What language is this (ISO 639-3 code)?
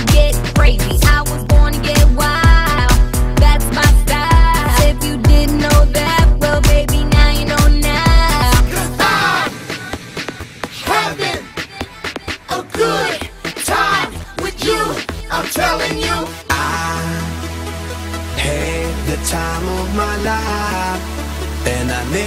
eng